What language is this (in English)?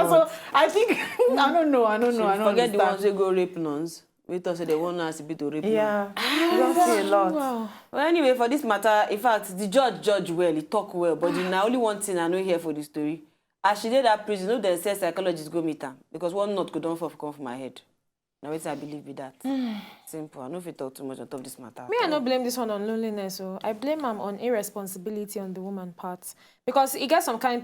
Nigerian Pidgin